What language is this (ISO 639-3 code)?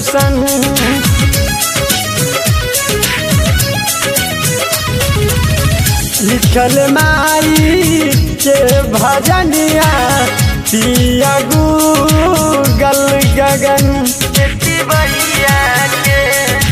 bho